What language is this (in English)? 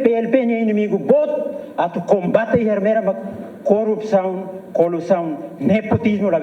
Tetum